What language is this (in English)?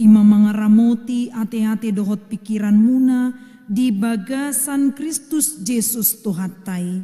Batak Toba